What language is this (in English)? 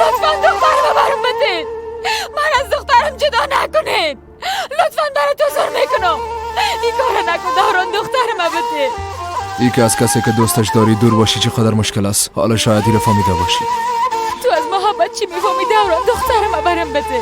Persian